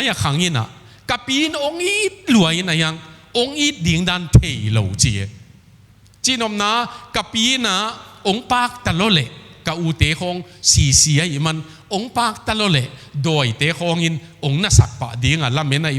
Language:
Tedim Chin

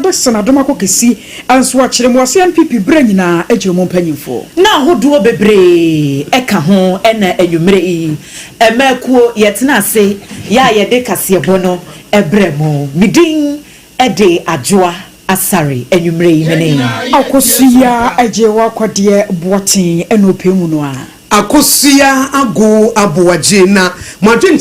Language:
Akan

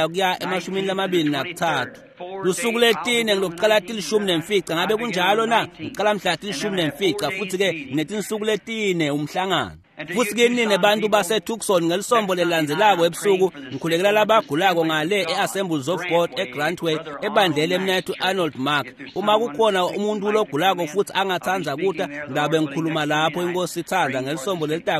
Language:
Swati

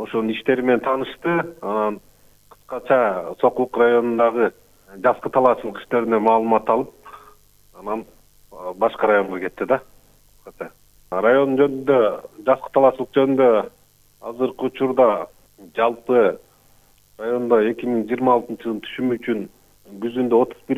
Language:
Kyrgyz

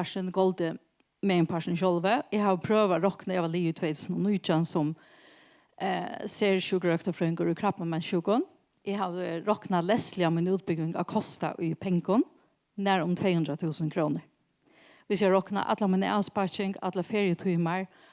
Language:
Faroese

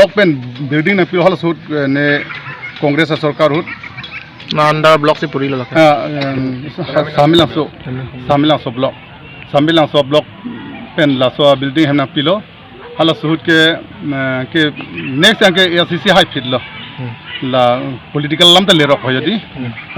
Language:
Karbi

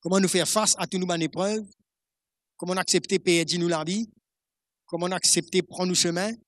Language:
Morisyen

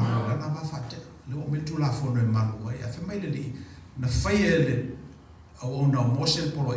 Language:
Samoan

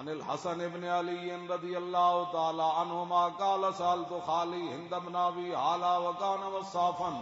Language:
Western Panjabi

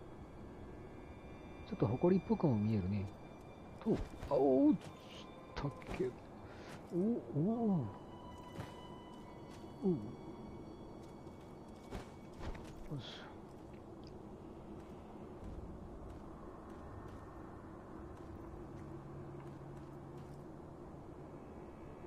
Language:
Japanese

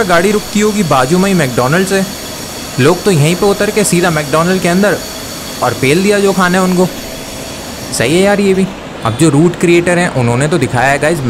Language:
Hindi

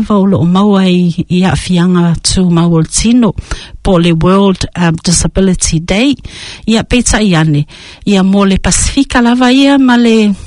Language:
Samoan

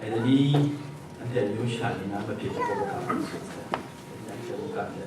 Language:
Kachin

